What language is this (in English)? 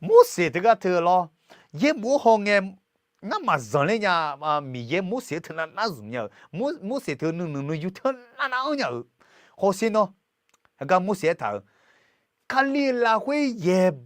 Akha